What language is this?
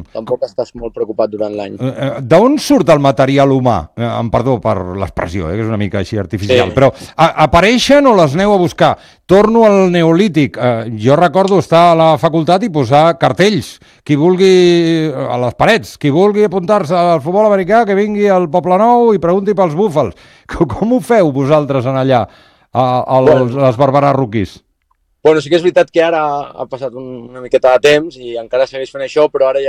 Catalan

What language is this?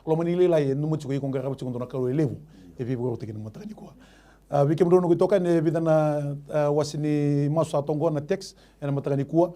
Fijian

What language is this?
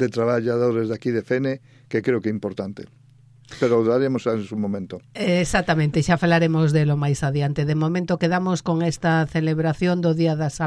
Galician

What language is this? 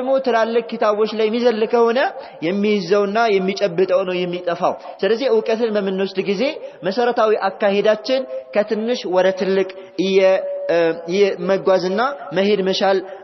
Amharic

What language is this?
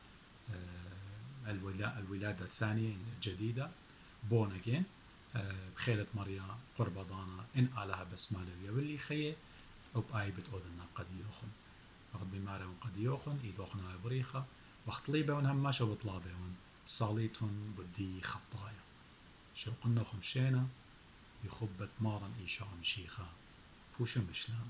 Assyrian Neo-Aramaic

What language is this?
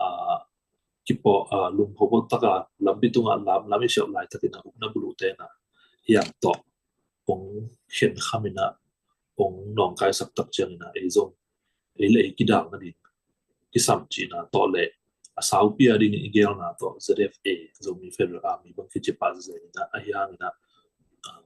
Tedim Chin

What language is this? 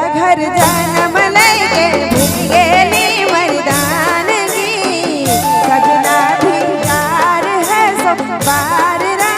Sadri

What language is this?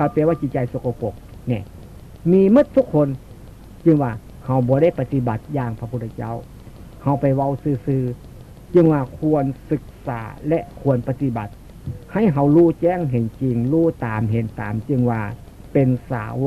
Northeastern Thai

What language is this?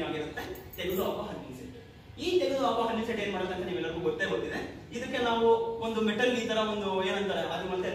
Kannada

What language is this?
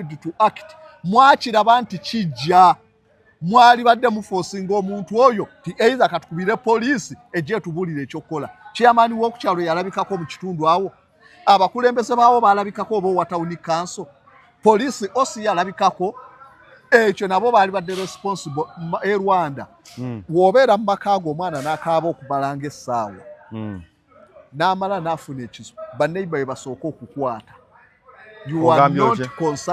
Ganda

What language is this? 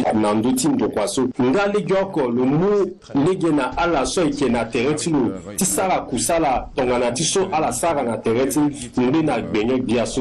Sango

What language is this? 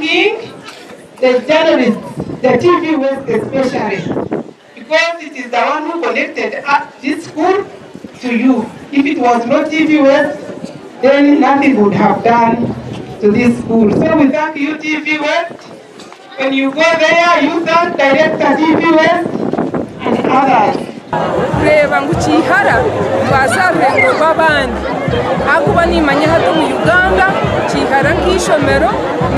Nyankole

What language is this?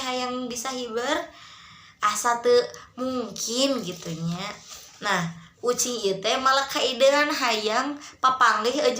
Sundanese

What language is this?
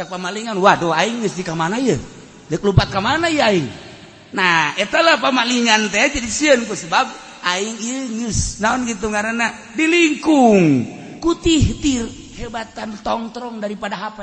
Sundanese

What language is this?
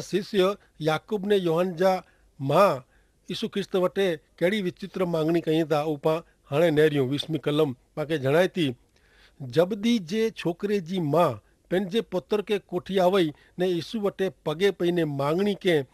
Kachhi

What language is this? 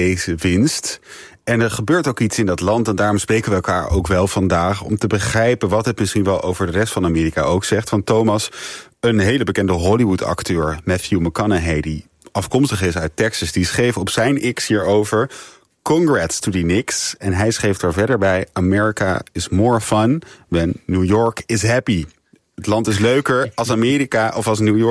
Dutch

